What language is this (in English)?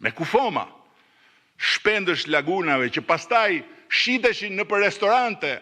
Albanian